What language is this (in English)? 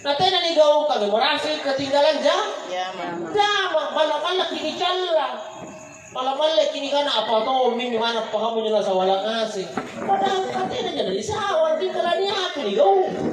Makasar